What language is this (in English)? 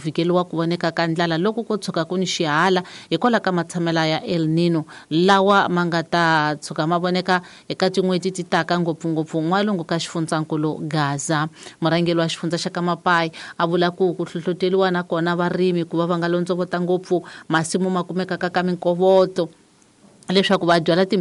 Tsonga